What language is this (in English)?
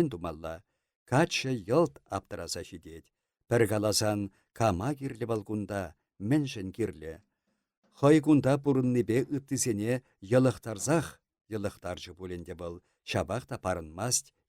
Chuvash